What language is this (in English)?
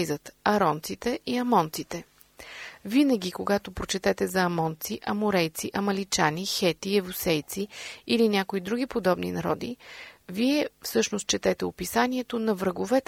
Bulgarian